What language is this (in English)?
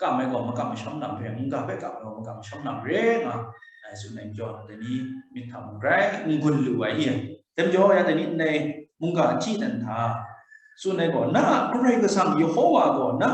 Kachin